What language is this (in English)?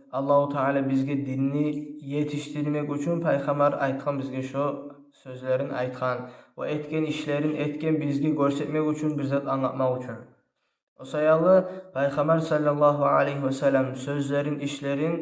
Kumyk